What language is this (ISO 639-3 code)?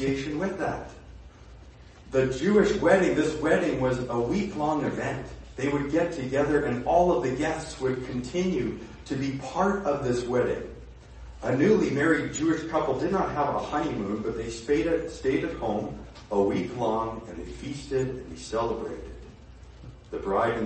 eng